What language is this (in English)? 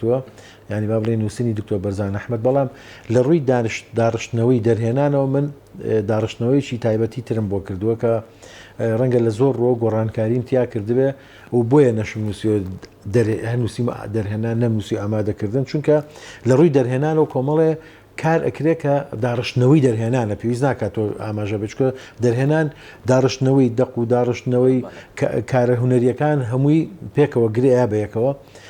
Central Kurdish